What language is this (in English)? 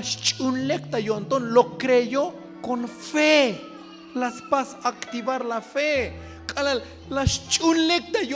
Tzotzil